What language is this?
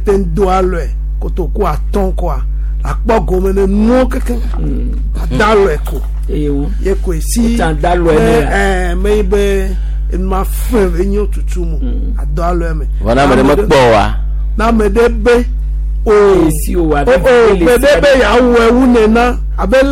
Gen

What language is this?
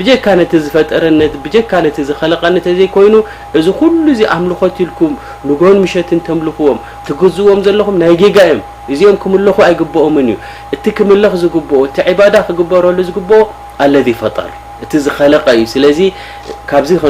Tigrinya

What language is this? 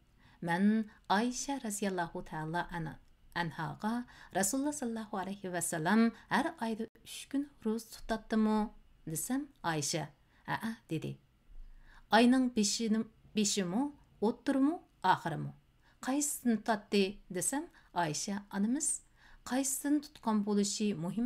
Uyghur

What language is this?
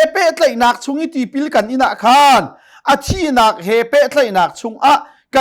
Hakha Chin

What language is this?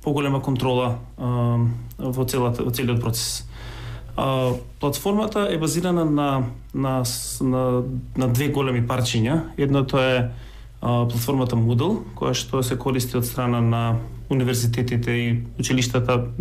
Macedonian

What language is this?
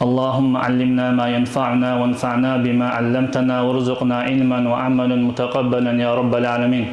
Dargwa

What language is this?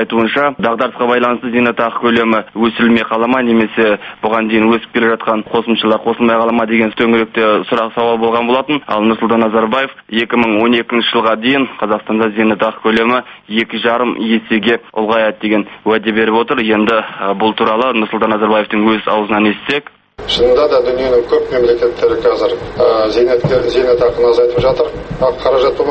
Kazakh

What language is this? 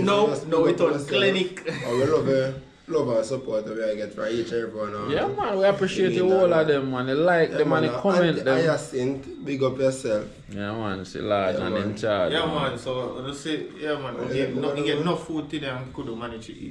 Jamaican Creole English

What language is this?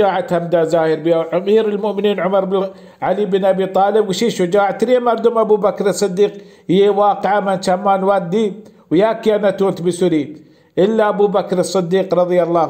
Baluchi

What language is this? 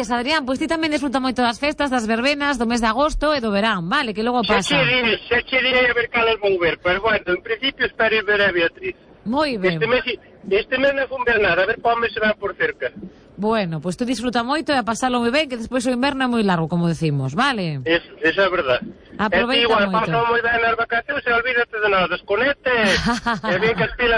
Galician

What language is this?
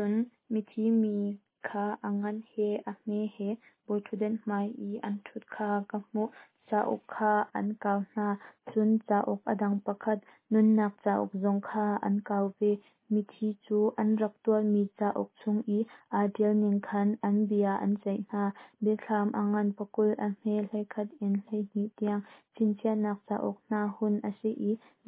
Hakha Chin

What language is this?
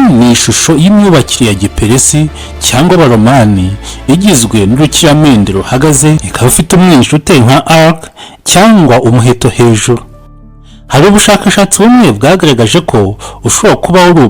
Kinyarwanda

